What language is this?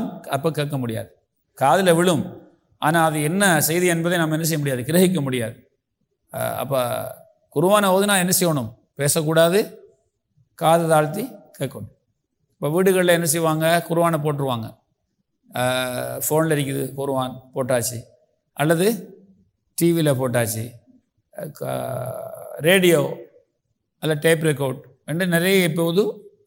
Tamil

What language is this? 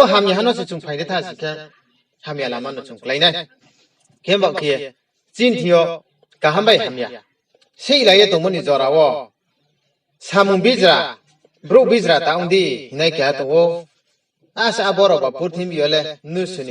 Riang (India)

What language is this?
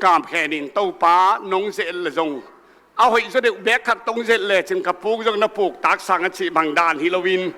Tedim Chin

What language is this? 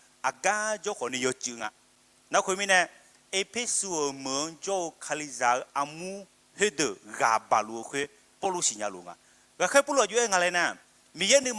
Akha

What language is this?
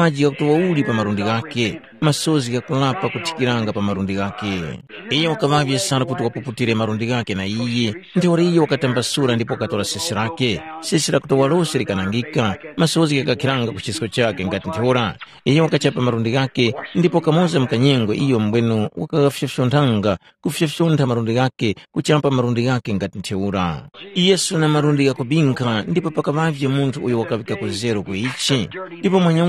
Tumbuka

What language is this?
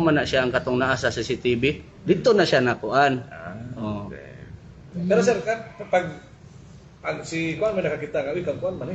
Cebuano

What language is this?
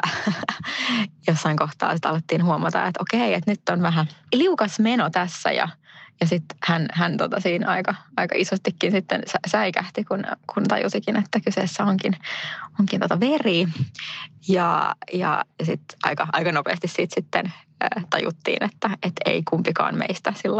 Finnish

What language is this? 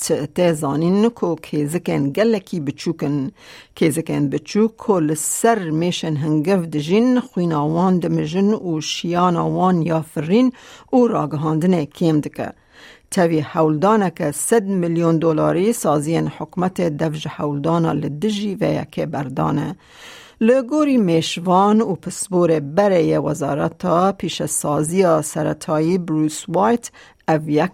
Kurdish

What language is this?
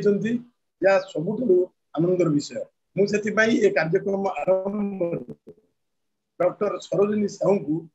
Odia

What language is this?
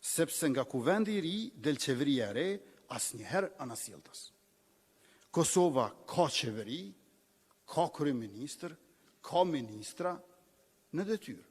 Albanian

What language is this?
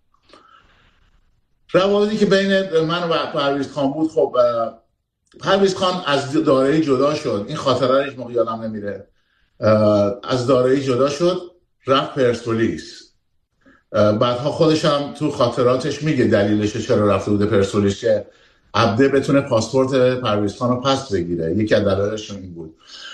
Persian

